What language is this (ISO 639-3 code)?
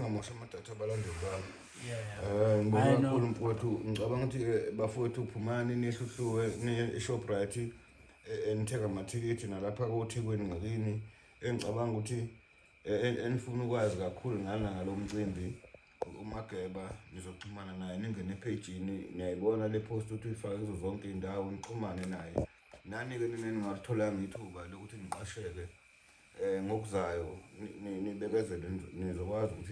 zul